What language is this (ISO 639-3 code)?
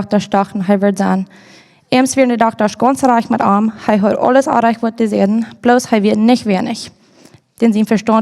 pdt